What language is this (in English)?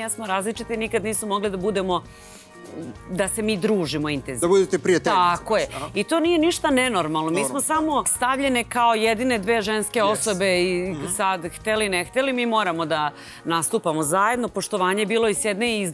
Serbian